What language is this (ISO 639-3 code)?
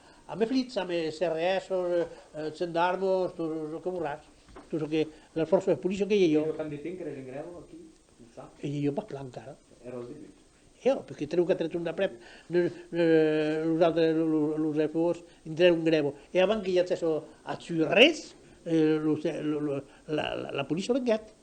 oci